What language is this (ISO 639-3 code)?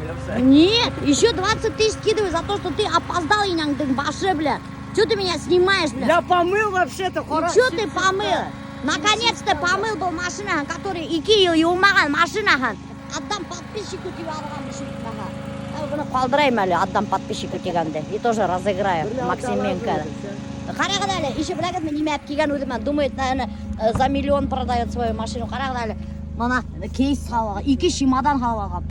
bak